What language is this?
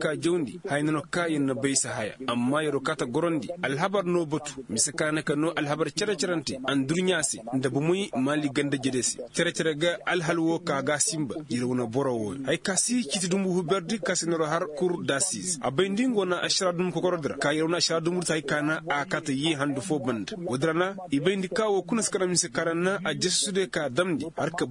Koyraboro Senni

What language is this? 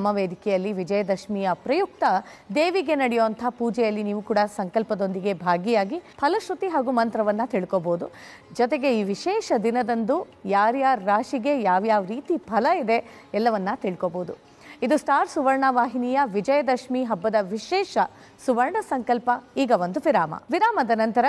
Kannada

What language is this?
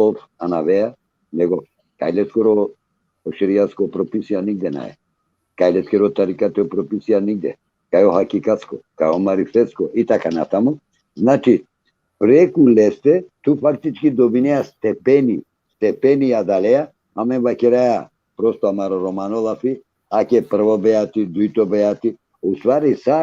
Balkan Romani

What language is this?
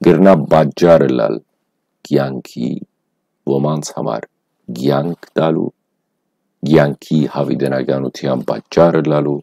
Western Armenian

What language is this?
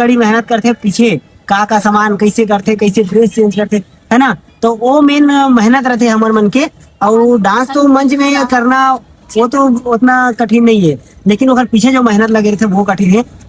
Chhattisgarhi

